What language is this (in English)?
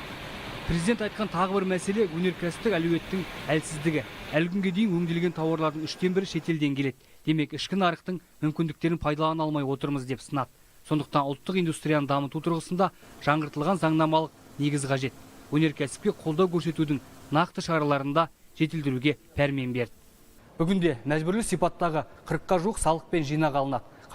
Kazakh